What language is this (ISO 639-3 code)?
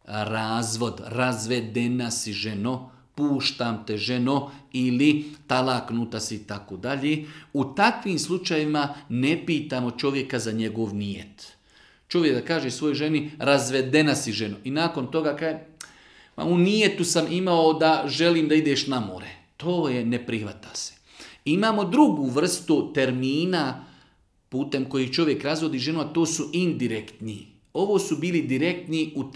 bos